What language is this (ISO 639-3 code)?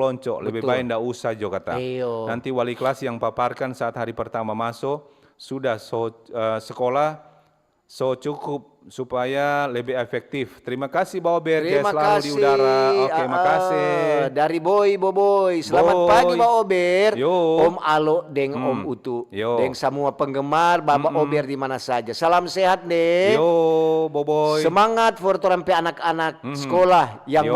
xmm